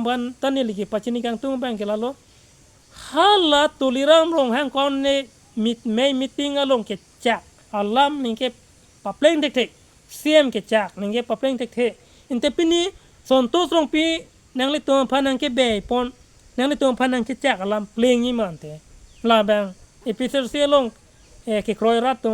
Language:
Karbi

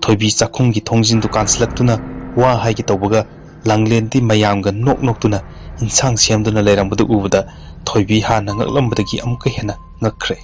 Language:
Manipuri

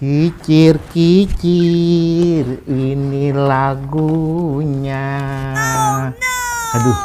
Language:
Betawi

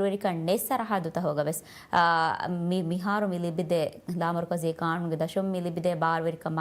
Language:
Divehi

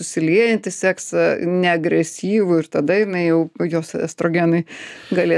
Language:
Lithuanian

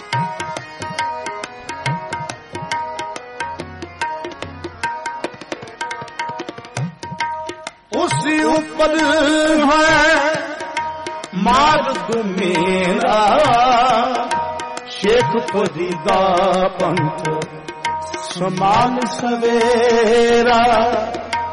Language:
Punjabi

